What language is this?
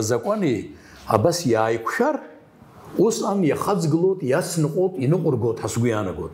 Abkhazian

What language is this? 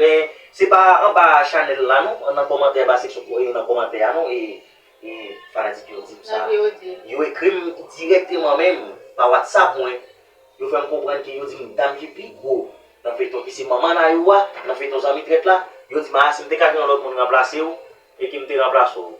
Haitian Creole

